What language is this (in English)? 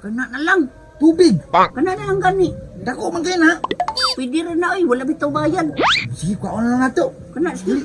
Cebuano